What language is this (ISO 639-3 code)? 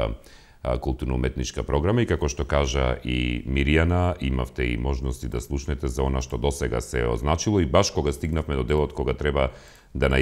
mkd